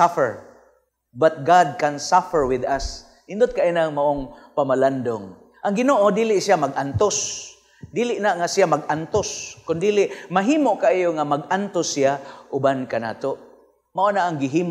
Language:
Cebuano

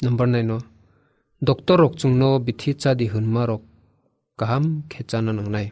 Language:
Kok Borok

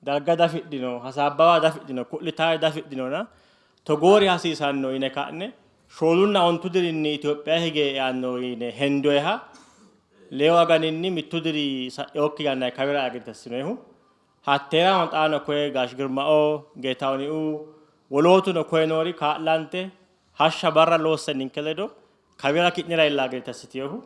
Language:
Sidamo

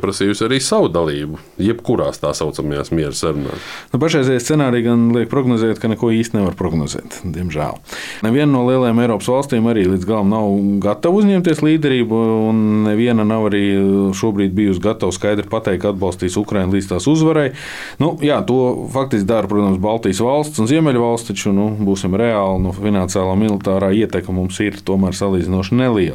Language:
Latvian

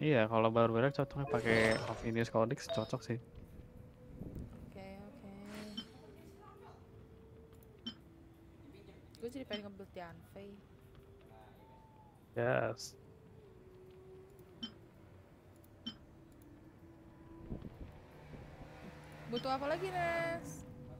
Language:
Indonesian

